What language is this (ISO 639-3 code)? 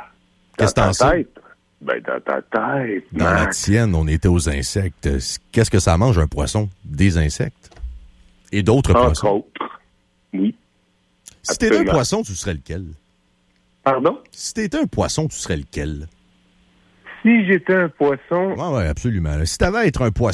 fra